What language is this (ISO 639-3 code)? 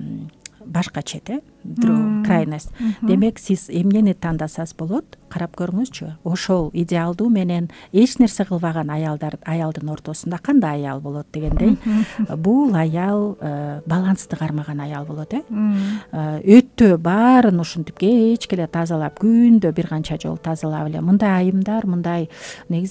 kir